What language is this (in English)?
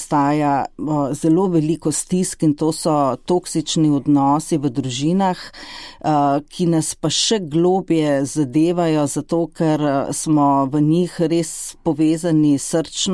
Slovenian